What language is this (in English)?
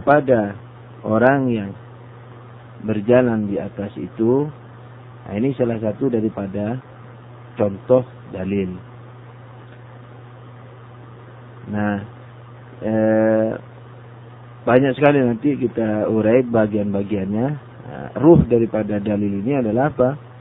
Indonesian